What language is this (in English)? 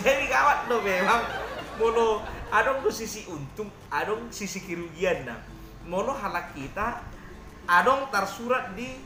Batak Toba